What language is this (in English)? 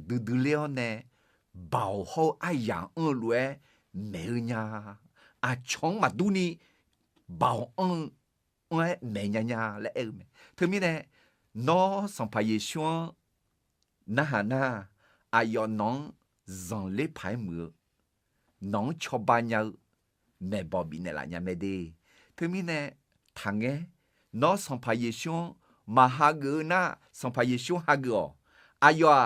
Akha